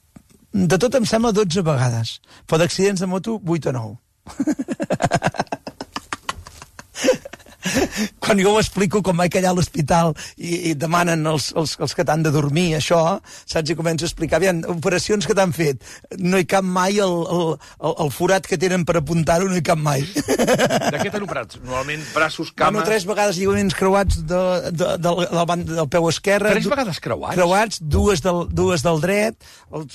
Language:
Catalan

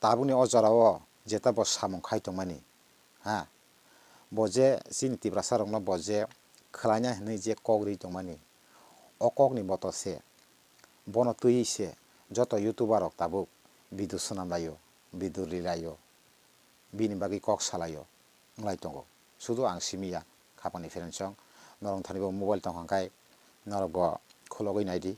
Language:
Kok Borok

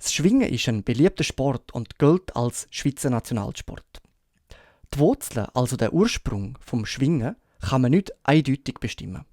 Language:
Swiss German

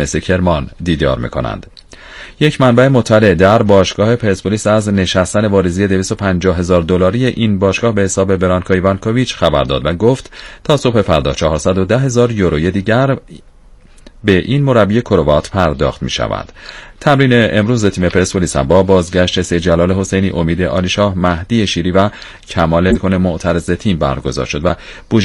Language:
Persian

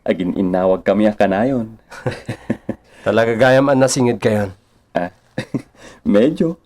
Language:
Iloko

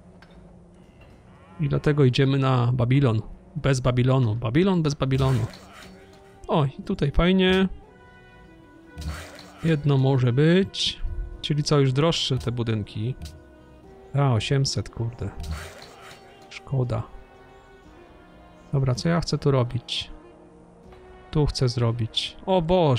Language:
Polish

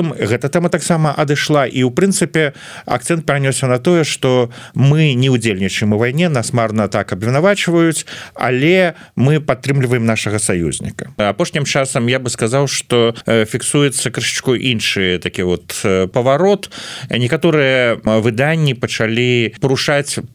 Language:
Belarusian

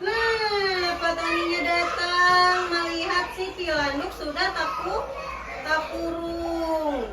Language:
Banjar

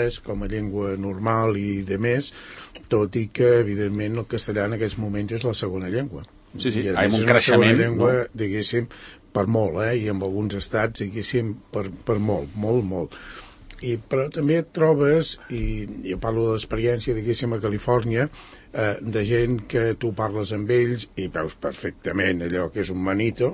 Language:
Catalan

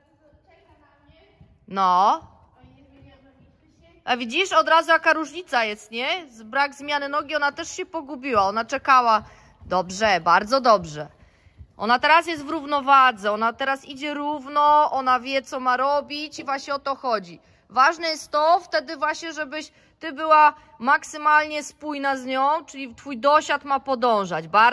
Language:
Polish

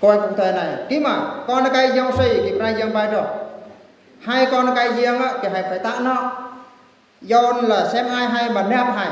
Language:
Eastern Bru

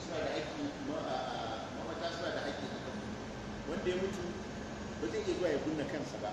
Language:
Hausa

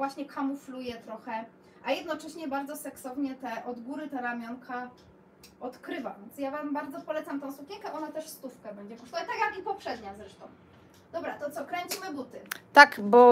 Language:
Polish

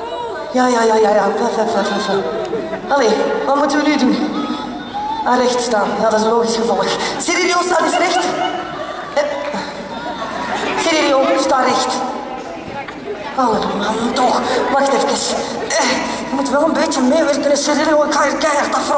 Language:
Dutch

